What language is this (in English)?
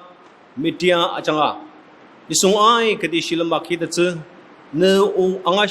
Ao Naga